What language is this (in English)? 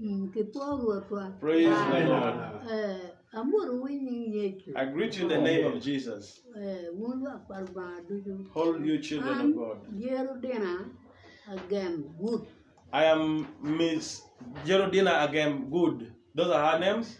Acoli